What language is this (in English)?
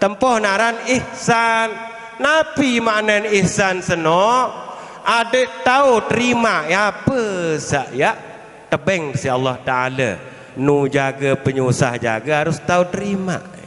Sasak